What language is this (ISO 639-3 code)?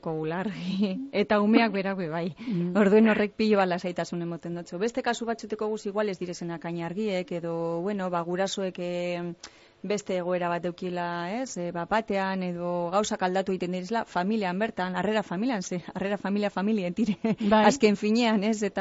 eus